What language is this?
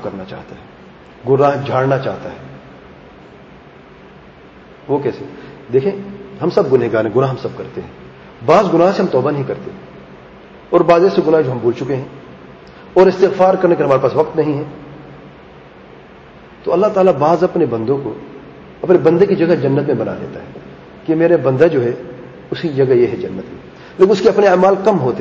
Urdu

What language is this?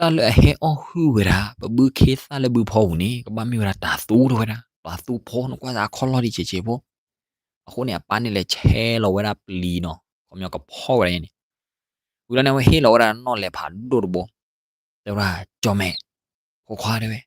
S'gaw Karen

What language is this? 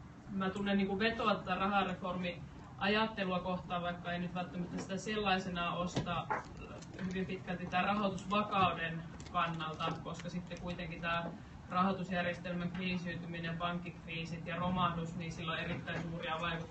Finnish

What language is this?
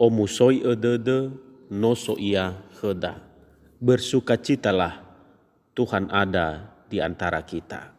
Nias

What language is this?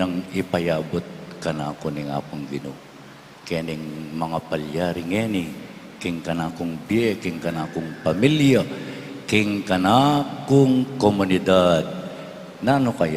Pampanga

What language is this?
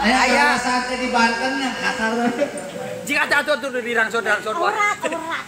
Sundanese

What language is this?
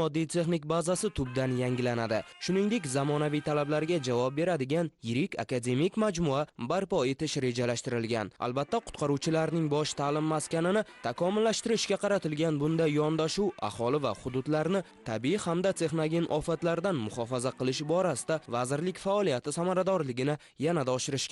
Uzbek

